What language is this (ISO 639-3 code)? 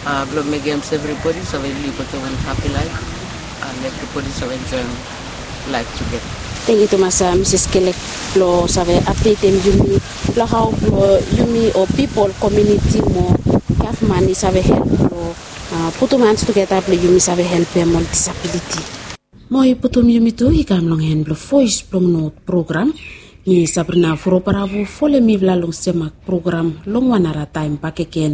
bis